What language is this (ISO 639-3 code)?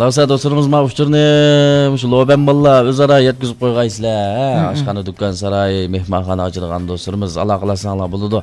uig